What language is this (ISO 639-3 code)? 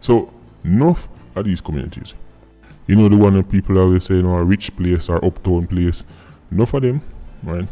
jam